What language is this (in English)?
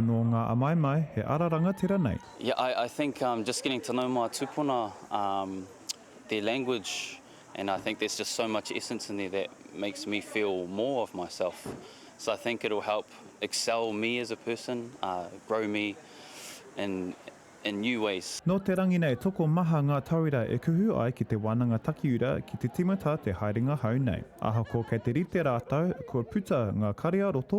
Māori